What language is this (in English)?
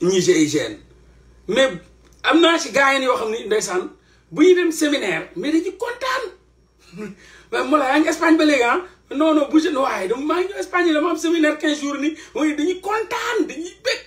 Wolof